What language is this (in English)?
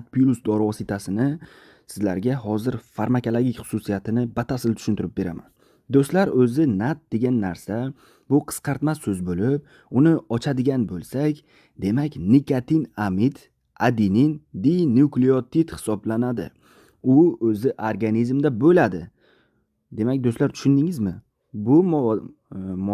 Uzbek